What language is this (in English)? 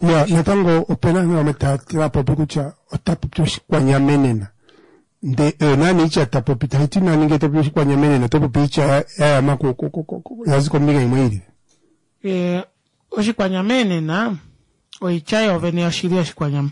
Kuanyama